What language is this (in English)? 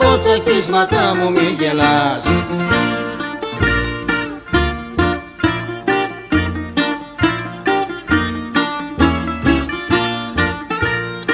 Greek